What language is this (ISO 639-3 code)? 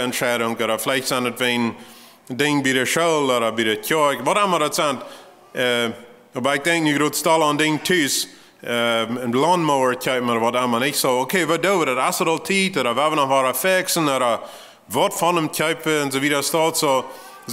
pdt